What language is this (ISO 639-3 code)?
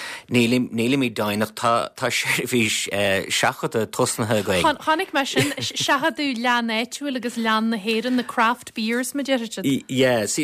gle